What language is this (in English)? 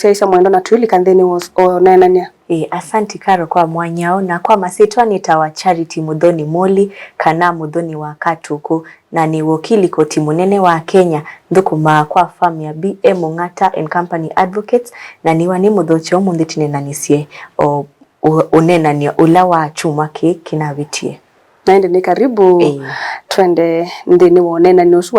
Kamba